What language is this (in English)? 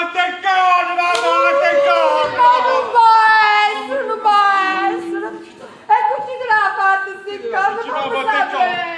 Neapolitan